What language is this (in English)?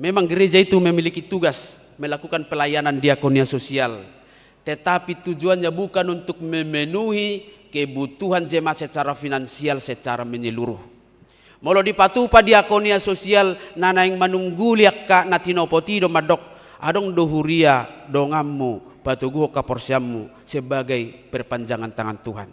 Batak Toba